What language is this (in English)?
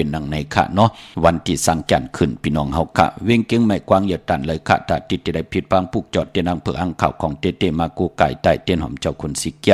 Shan